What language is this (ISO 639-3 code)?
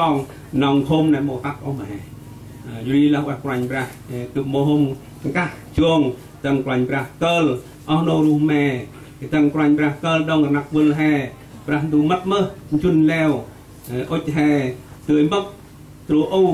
cmo